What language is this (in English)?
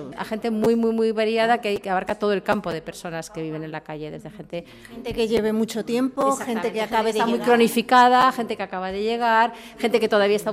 Spanish